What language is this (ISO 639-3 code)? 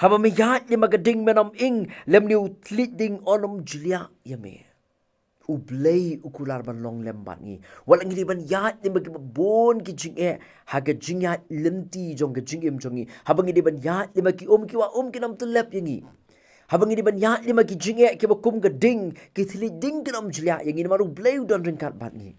kha